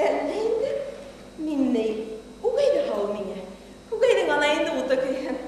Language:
Bashkir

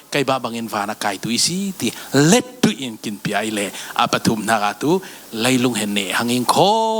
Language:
Falam Chin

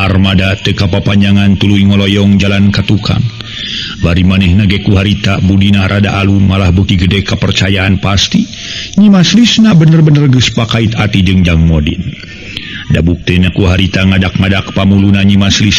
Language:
Sundanese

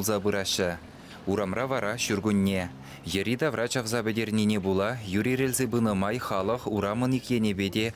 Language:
Chuvash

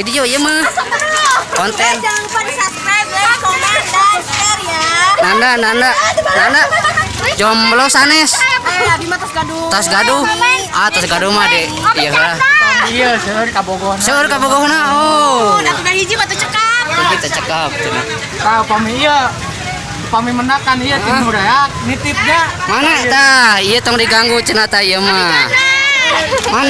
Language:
Sundanese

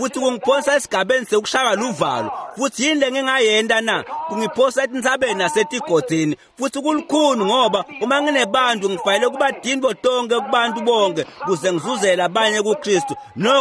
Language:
Swati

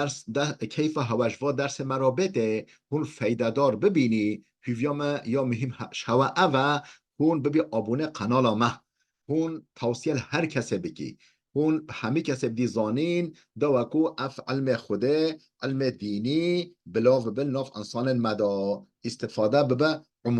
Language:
Kurdish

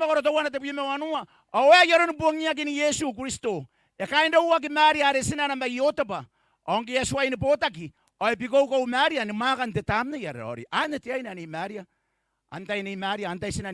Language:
Gilbertese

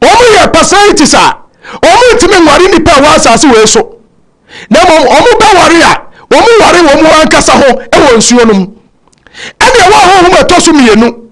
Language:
Akan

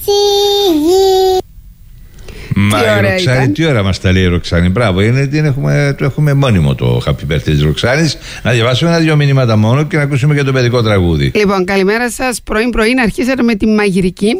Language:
Greek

